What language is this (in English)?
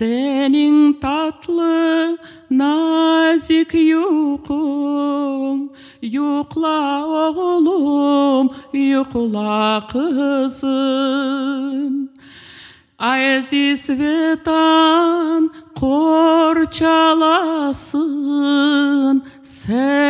Crimean Tatar